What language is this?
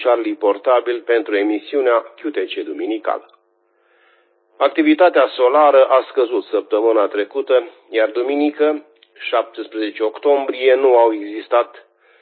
Romanian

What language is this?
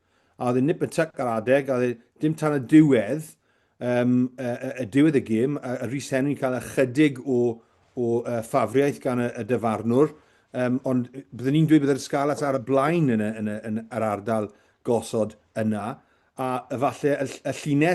Welsh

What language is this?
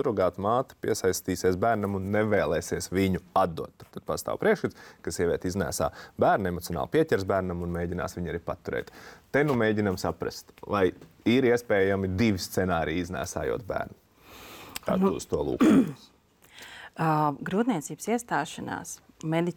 Latvian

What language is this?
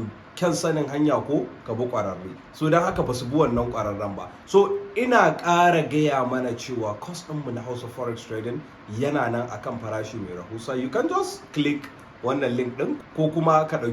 Hausa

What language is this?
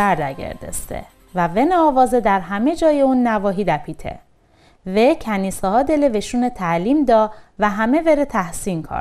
Mazanderani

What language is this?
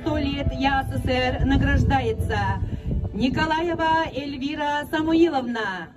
Yakut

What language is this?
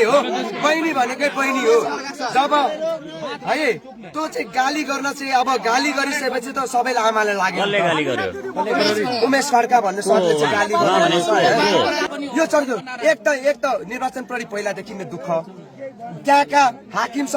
Nepali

